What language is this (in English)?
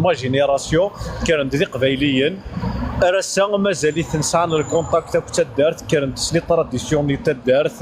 Kabyle